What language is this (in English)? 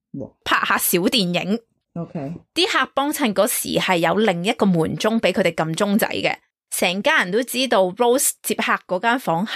Cantonese